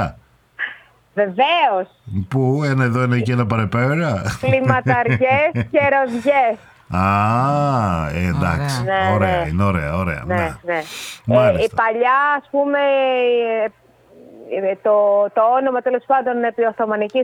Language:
Greek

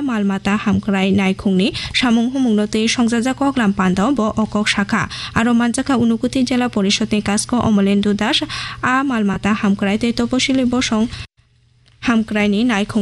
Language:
Kok Borok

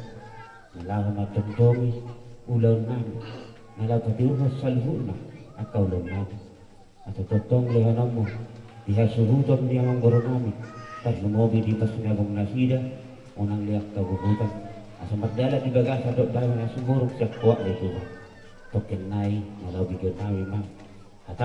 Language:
Batak Toba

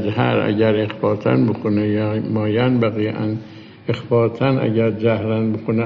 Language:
Persian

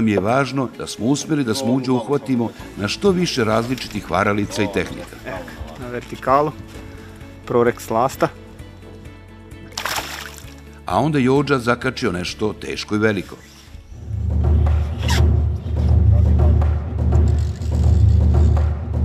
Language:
Serbian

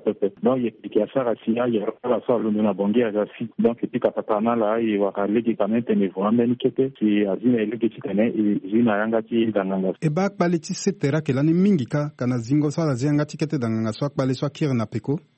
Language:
Sango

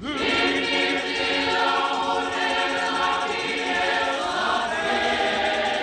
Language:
Tswana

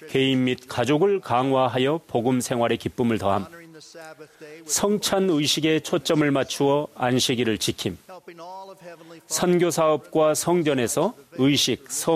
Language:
Korean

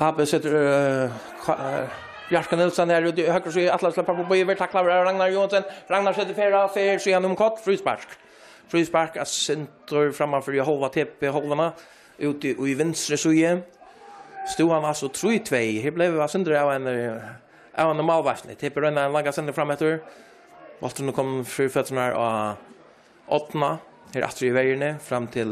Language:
Faroese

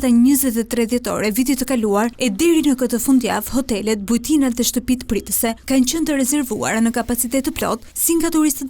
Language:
Albanian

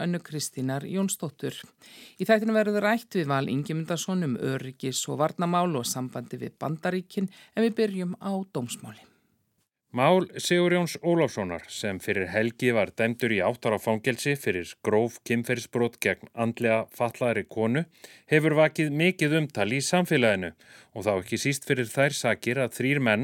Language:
Icelandic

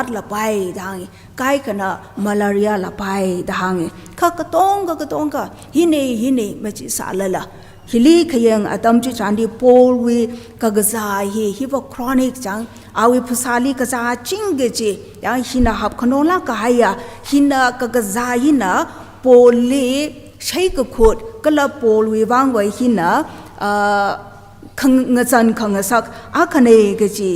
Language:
Tangkhul Naga (India)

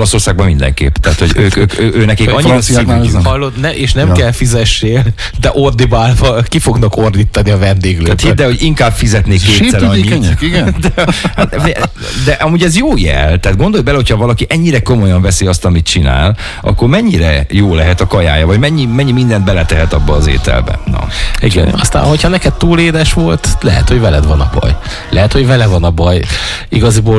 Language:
Hungarian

